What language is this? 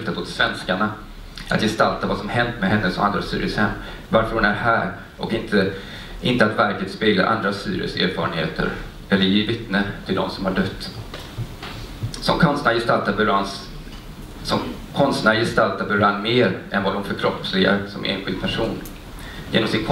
Swedish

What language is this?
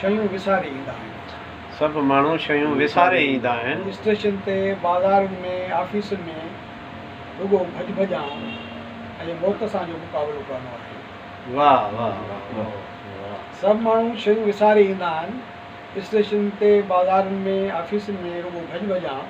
Sindhi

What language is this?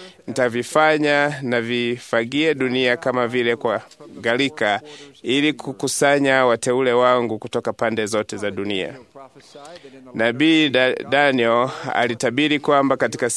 Swahili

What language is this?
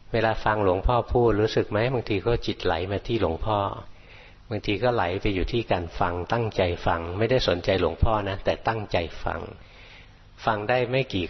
Thai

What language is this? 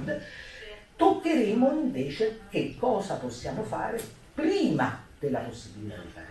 Italian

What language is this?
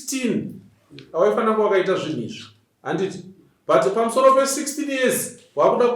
Shona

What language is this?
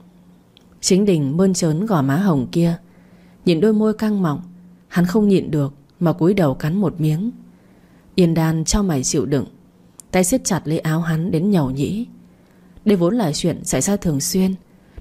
Vietnamese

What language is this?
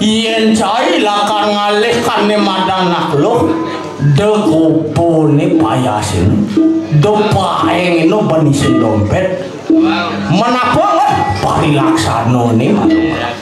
Balinese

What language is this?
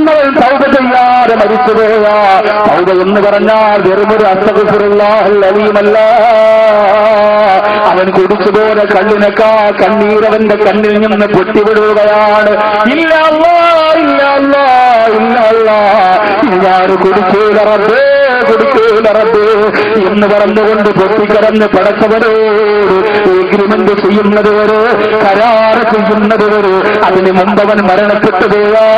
Malayalam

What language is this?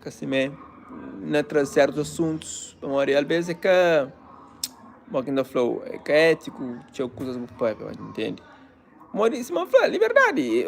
Kabuverdianu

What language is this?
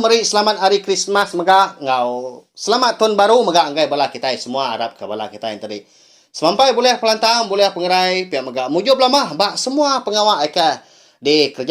Iban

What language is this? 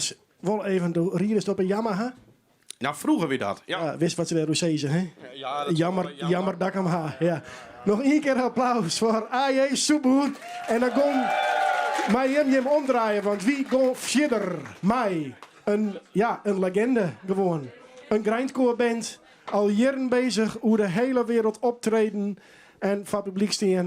Western Frisian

